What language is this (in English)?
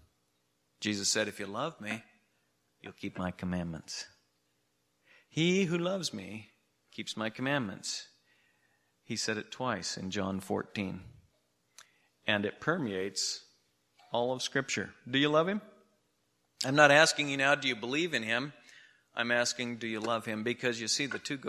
English